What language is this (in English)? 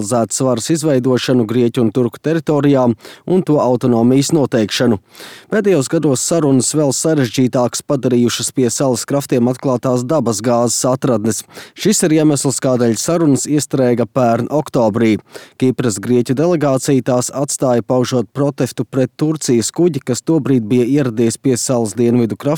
Latvian